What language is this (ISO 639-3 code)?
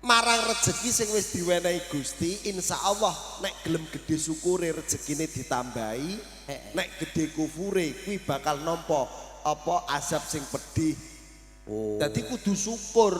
jav